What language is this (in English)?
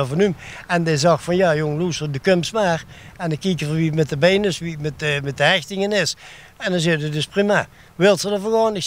Limburgish